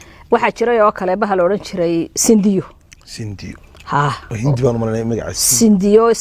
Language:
Somali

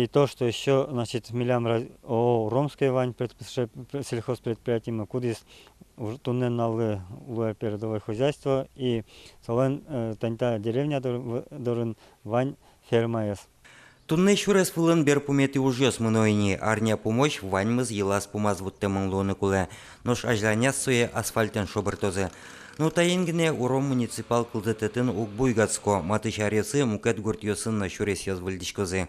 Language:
Udmurt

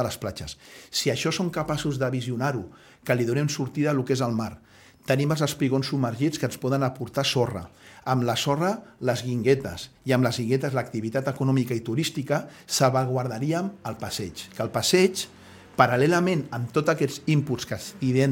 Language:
Catalan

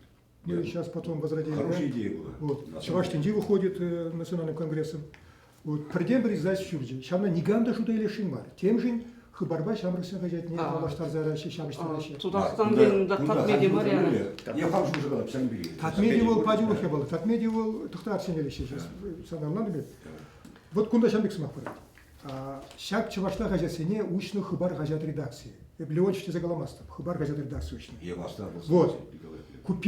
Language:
Chuvash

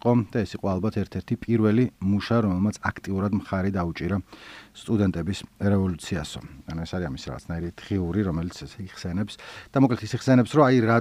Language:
Georgian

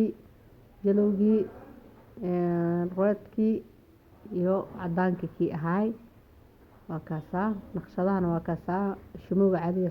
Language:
Somali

